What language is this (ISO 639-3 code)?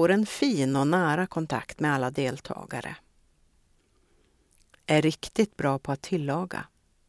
swe